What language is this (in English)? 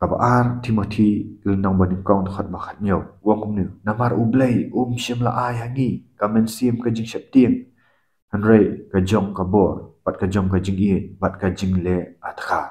Khasi